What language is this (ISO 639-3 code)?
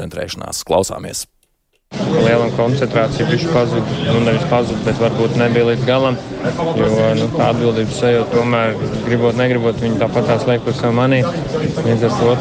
lav